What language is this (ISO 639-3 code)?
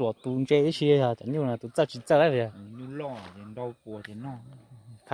hmn